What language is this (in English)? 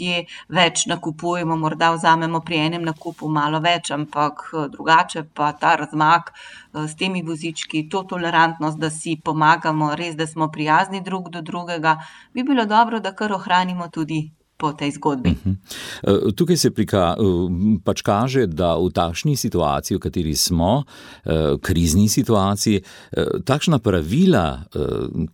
Slovenian